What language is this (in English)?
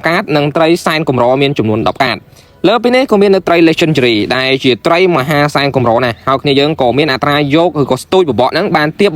Khmer